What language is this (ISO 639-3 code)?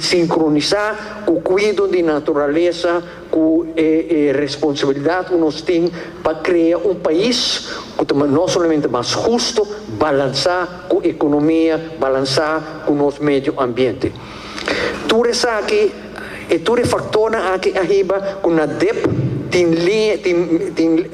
pap